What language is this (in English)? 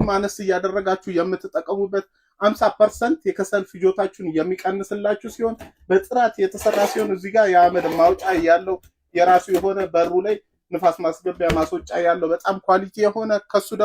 Amharic